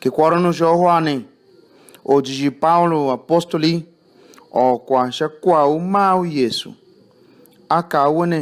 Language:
Tiv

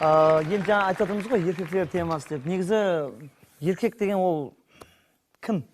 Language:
Kara-Kalpak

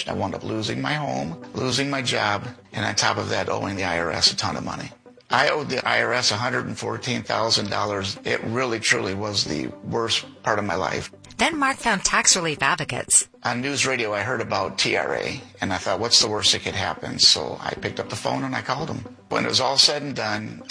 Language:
English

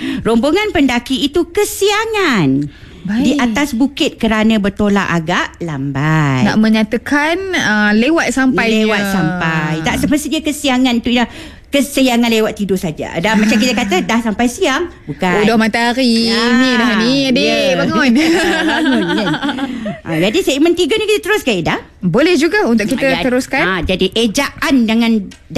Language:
Malay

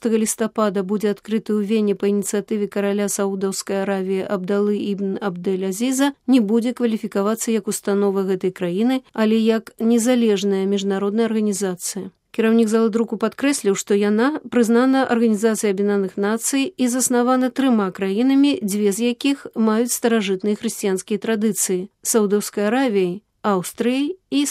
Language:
Belarusian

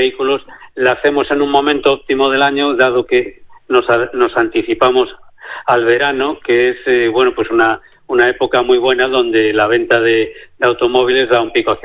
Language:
Spanish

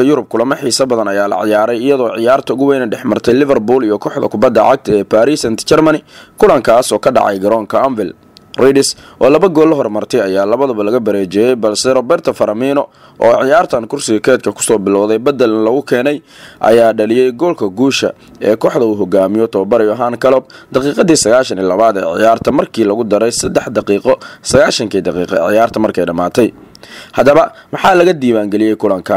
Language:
Somali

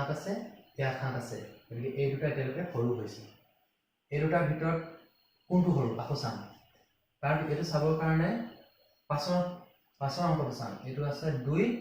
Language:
Assamese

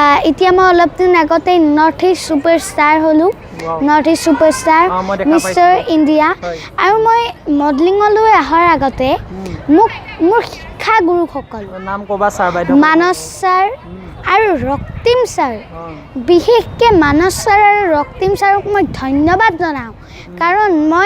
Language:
Assamese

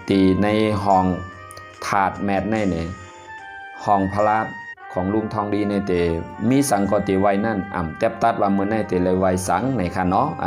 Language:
Shan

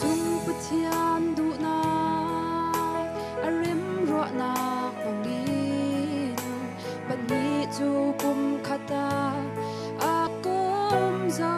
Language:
Falam Chin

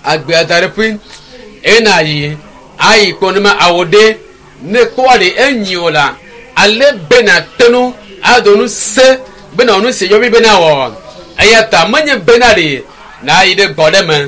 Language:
Ewe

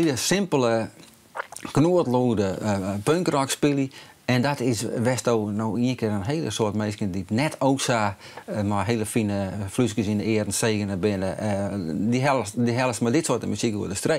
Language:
Western Frisian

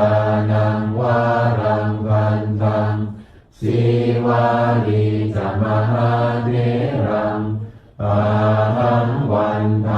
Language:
Pali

